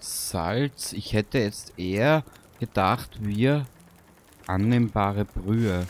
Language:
Bavarian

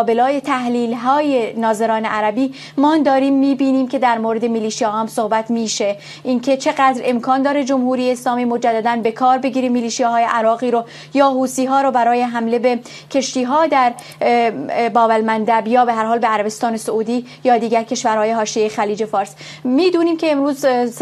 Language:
Persian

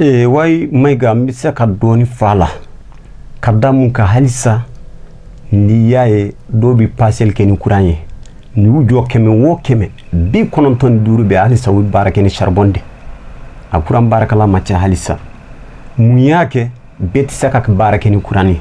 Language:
Bambara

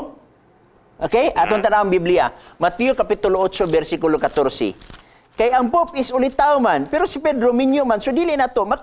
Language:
Cebuano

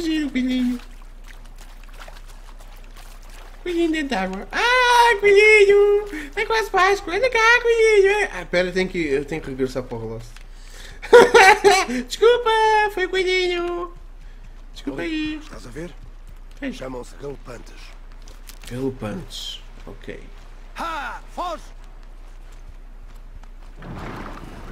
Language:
Portuguese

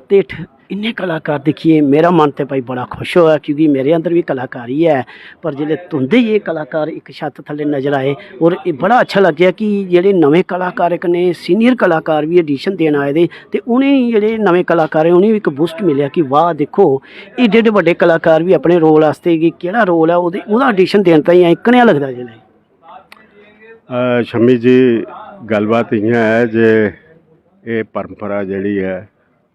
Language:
Dogri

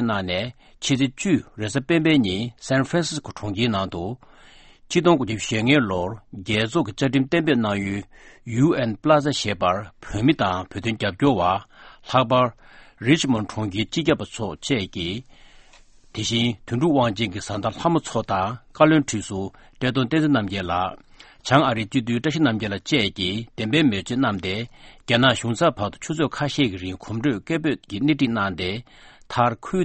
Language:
Tibetan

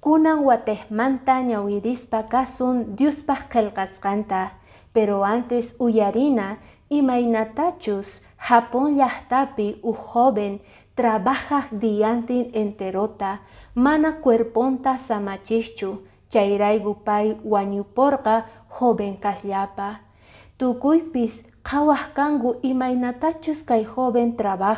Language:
Quechua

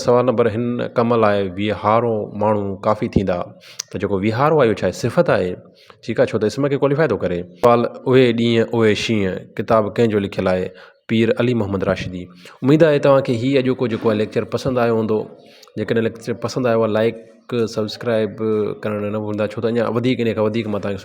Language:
Sindhi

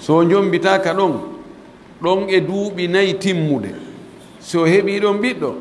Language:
Pular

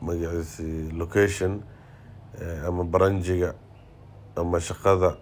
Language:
Somali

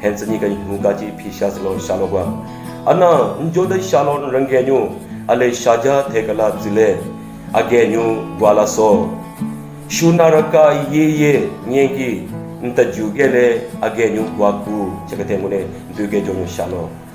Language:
Southern Rengma Naga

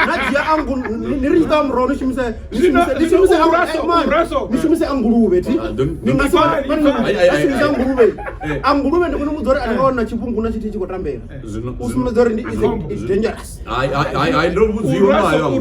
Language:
Venda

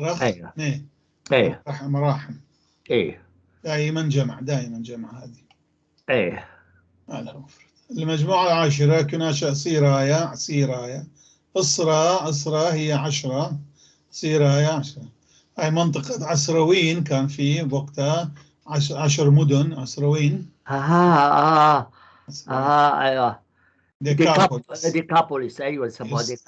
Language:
North Levantine Arabic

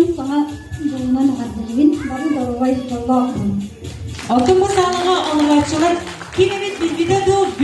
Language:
Yakut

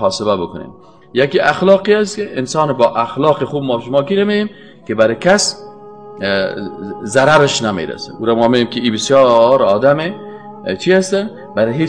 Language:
Persian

